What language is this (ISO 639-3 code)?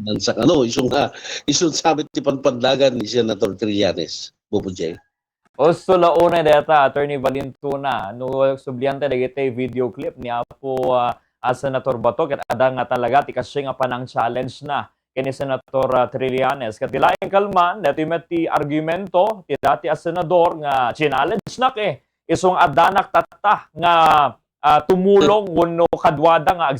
ilo